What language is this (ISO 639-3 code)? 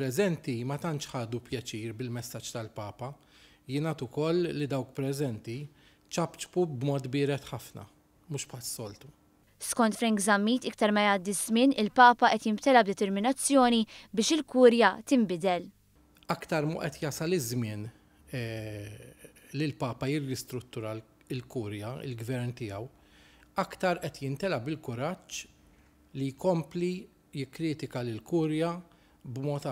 mlt